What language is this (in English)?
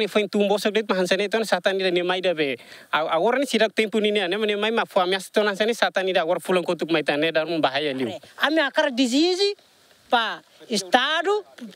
Tetum